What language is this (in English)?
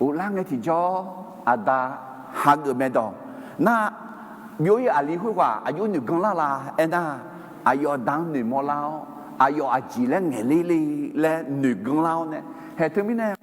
Akha